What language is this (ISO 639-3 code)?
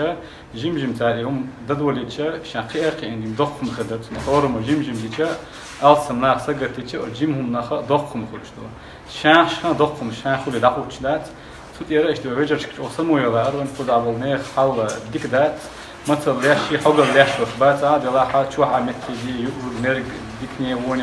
che